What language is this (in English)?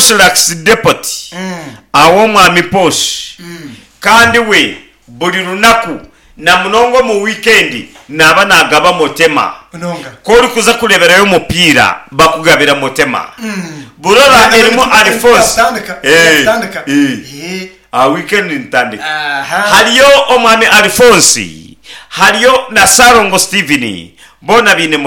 Nyankole